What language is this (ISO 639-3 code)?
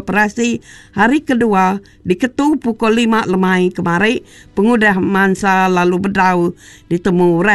iba